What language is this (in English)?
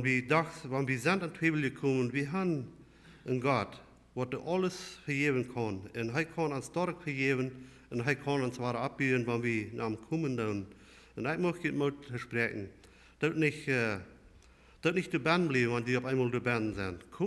Plautdietsch